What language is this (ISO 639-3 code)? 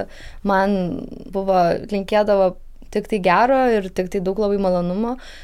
lit